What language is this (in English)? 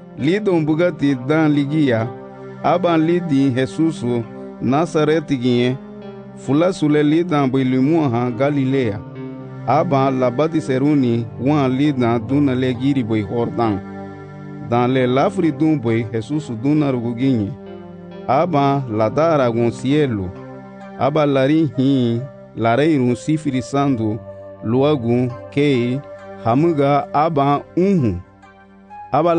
Garifuna